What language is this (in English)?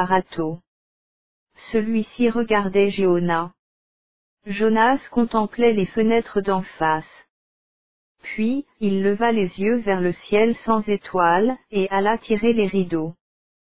French